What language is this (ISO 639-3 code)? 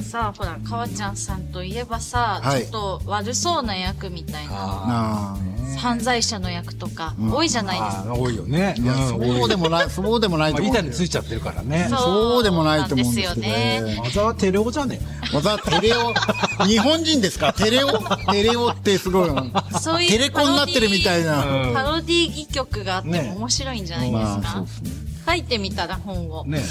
jpn